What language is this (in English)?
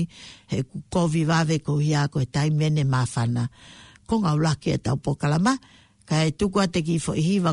Tongan